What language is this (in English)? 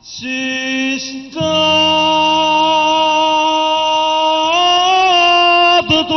Neapolitan